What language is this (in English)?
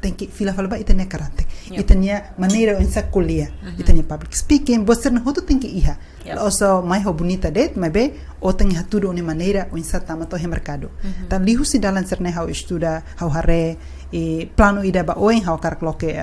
Tetum